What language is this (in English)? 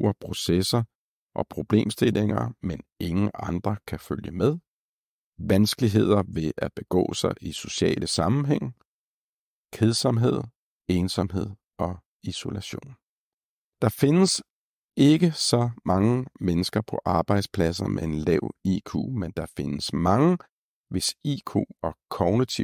Danish